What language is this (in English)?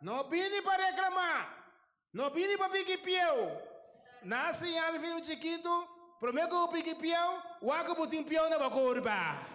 Papiamento